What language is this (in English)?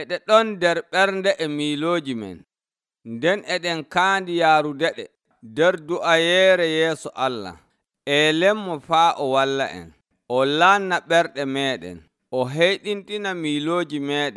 Nigerian Fulfulde